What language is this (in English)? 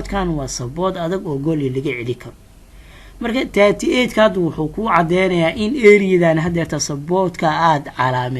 Somali